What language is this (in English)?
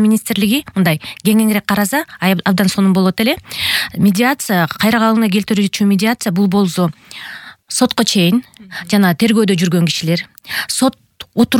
Kyrgyz